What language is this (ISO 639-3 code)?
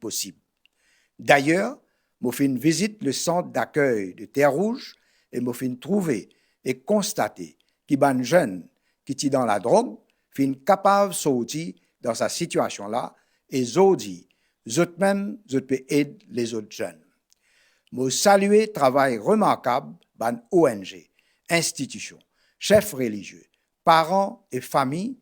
mfe